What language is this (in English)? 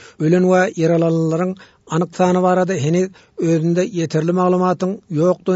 Turkmen